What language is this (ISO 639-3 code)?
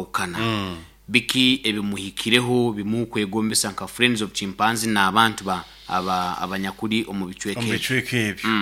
nyo